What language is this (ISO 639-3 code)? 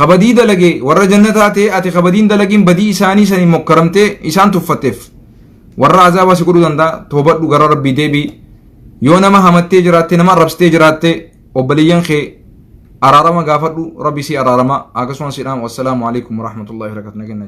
orm